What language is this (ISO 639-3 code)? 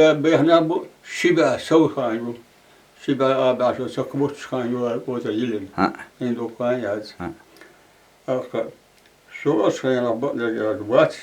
che